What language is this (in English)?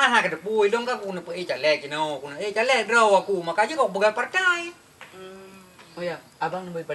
Achinese